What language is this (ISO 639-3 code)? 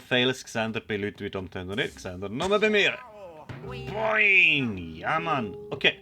gsw